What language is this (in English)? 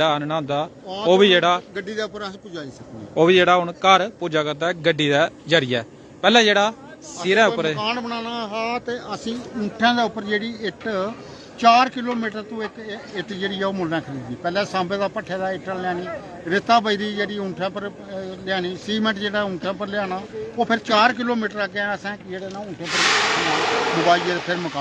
Dogri